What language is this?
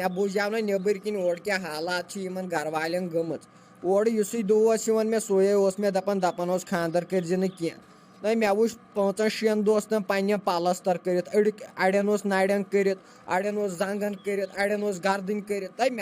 Kashmiri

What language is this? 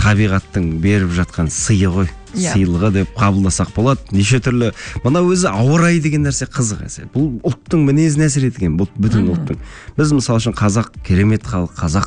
Kazakh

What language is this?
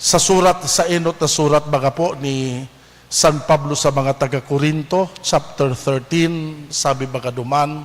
Bikol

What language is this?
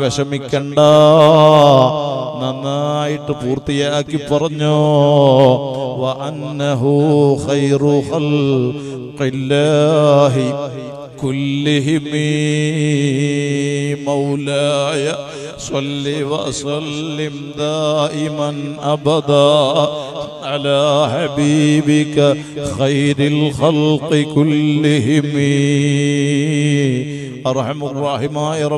Malayalam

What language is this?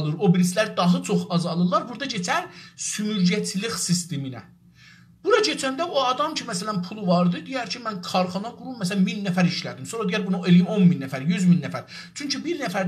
South Azerbaijani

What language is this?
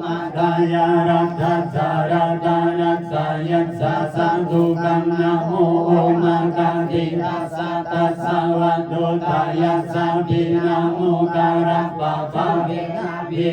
Pali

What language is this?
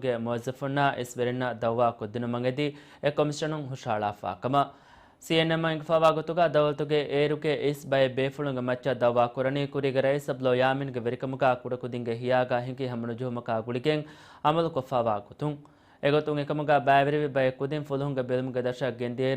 Divehi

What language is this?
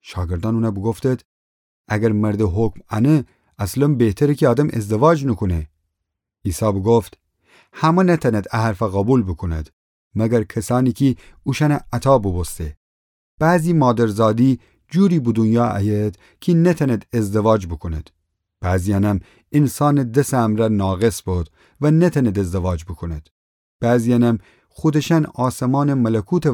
Gilaki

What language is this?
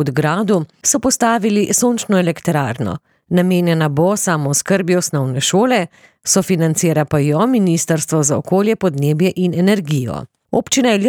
Slovenian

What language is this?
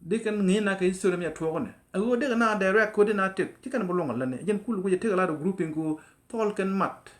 Nuer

